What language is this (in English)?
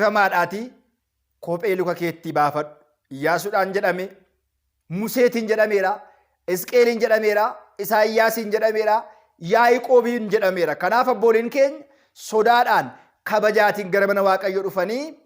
Oromo